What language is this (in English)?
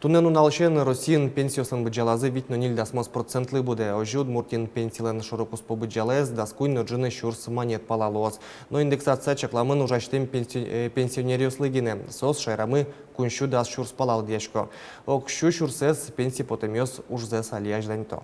Udmurt